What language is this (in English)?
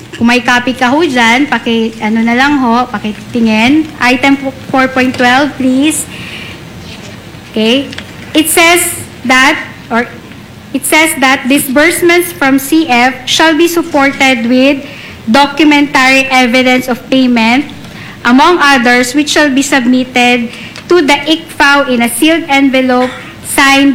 Filipino